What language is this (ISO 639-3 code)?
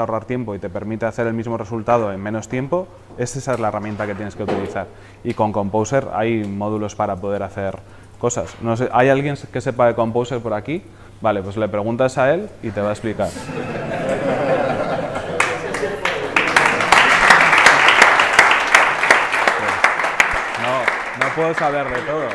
spa